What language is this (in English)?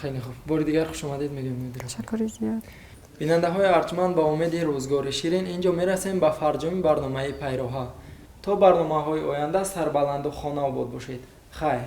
Tajik